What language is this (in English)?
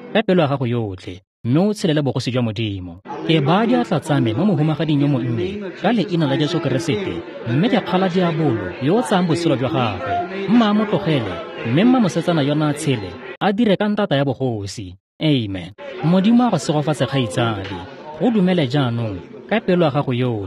Tswana